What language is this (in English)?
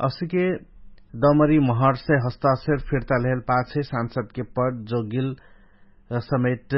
Dangaura Tharu